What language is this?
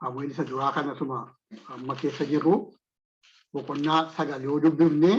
Oromo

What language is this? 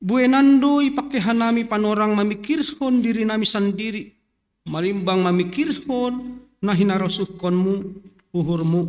Batak Simalungun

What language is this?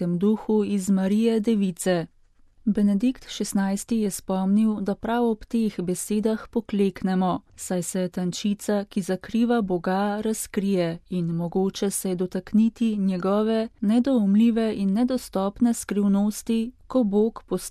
Slovenian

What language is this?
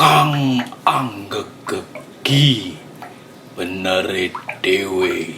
Javanese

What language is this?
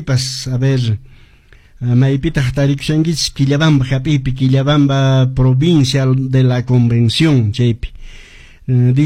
Quechua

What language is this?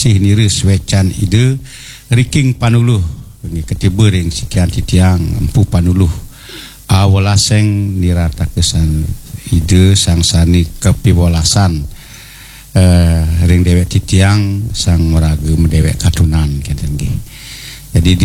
Balinese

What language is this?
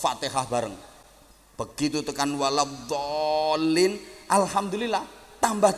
Javanese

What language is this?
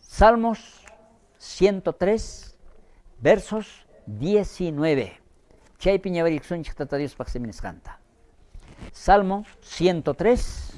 South Bolivian Quechua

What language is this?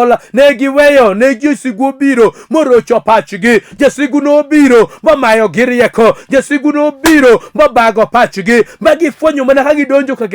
Luo (Kenya and Tanzania)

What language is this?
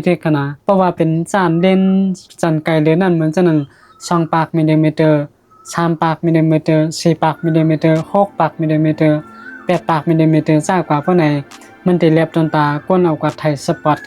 Shan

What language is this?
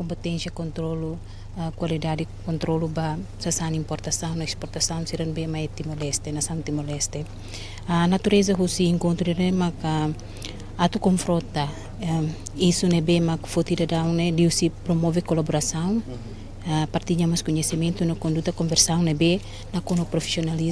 Tetum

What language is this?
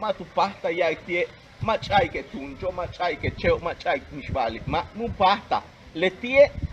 Yucateco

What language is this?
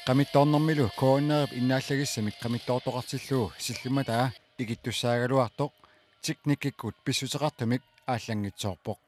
Kalaallisut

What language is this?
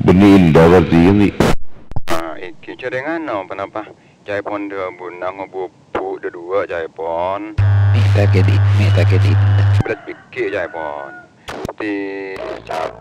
Madurese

